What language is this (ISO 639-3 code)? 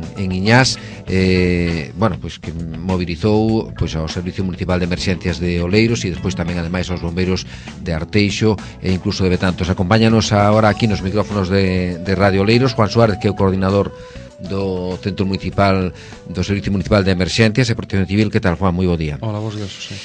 glg